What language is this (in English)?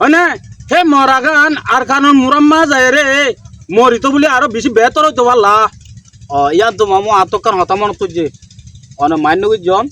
Rohingya